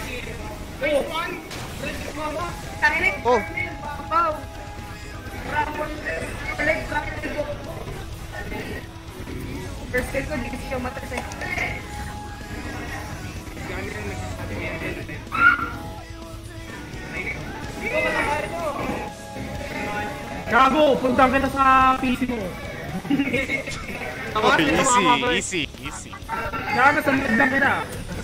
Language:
Filipino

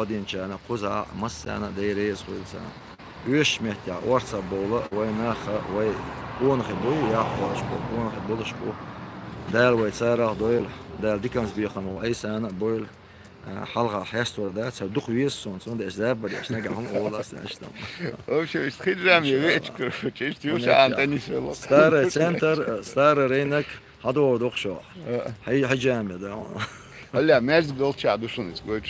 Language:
Chechen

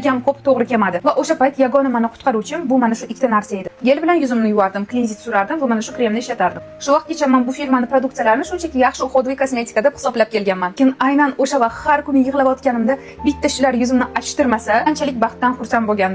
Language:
Uzbek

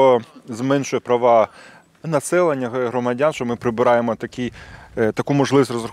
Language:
Ukrainian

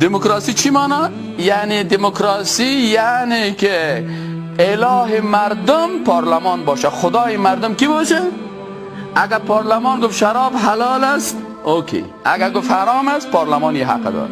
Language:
Persian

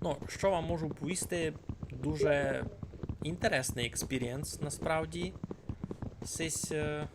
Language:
Rusyn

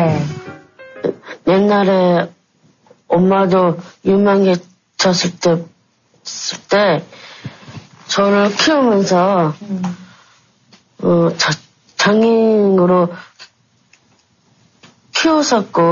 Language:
Korean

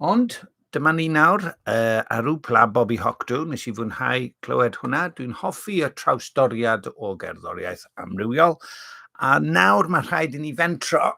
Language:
Welsh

